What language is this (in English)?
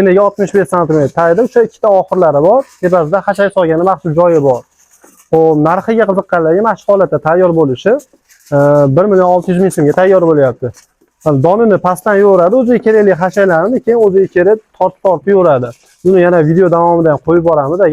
Uzbek